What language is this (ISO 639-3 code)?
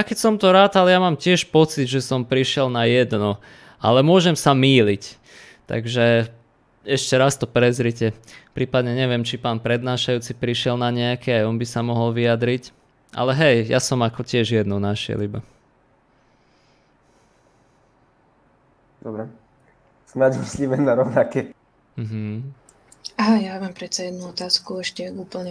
slk